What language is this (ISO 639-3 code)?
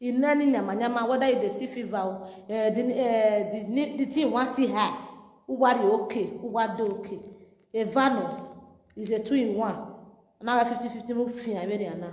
pcm